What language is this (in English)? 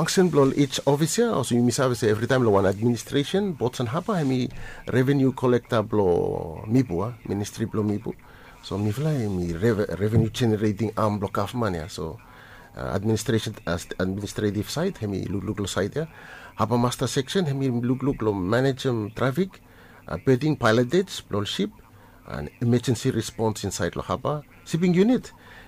Bislama